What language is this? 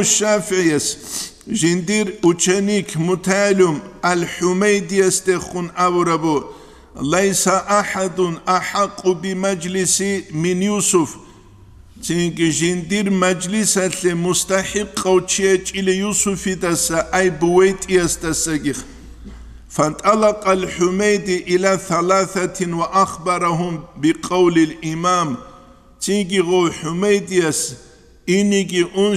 Avaric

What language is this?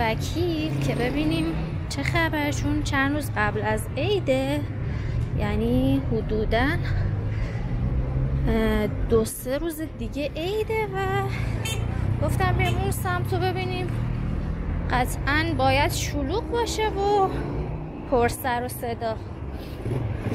Persian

